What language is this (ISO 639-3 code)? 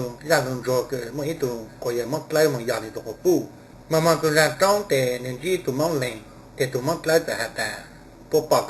hmn